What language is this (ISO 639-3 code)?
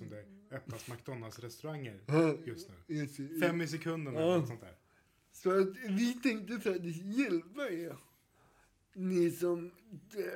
swe